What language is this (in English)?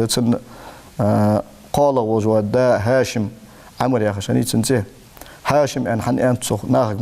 Ingush